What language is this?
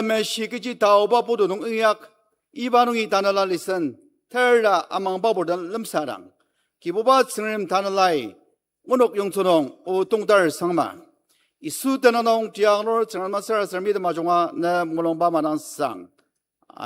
Ao Naga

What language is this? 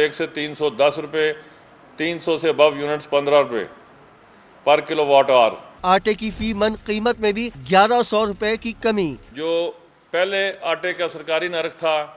Urdu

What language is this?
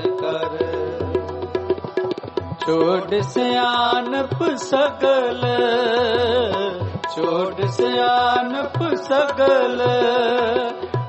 Punjabi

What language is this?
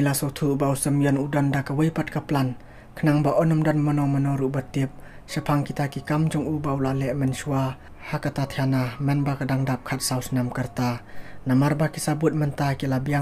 Khasi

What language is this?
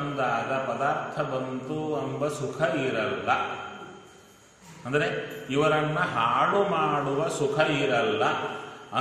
Kannada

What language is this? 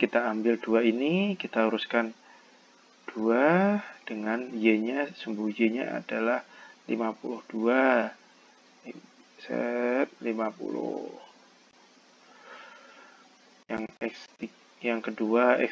Indonesian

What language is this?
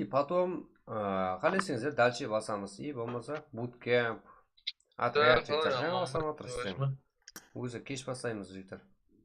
Kara-Kalpak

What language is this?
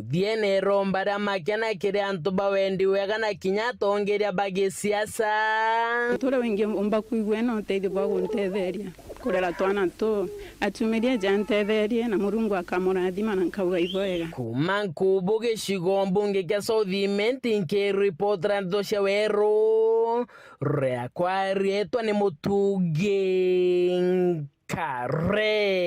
Meru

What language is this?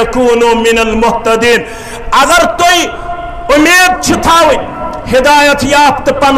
Kashmiri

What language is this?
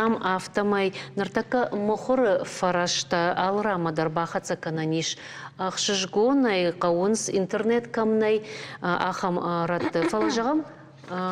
Ossetic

